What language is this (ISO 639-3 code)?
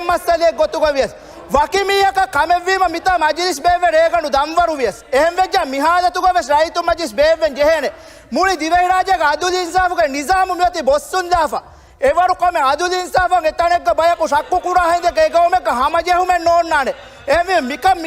div